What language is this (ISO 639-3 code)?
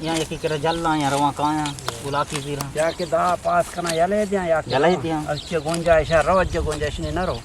bgp